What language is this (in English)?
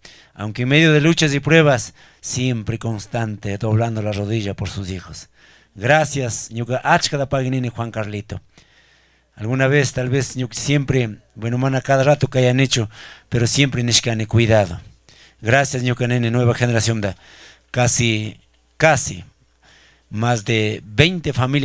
Chimborazo Highland Quichua